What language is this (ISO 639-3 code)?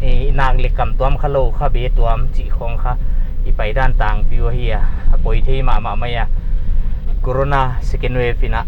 pck